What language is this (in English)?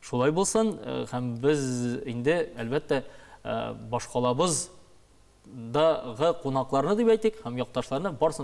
Tatar